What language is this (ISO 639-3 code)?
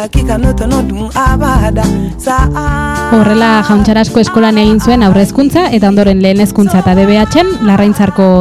eus